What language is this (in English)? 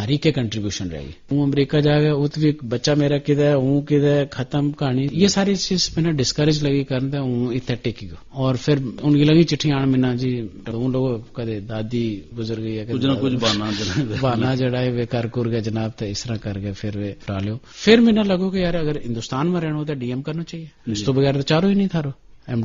Gujari